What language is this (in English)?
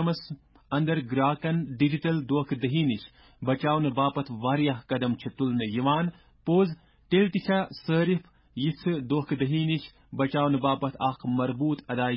Kashmiri